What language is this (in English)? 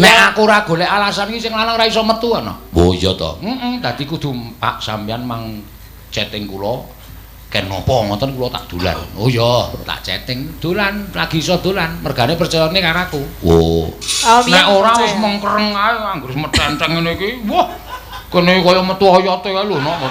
Javanese